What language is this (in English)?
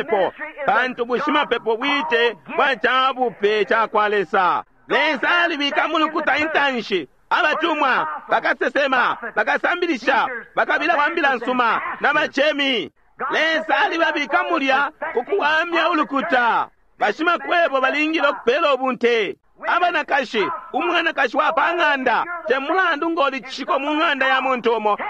Bemba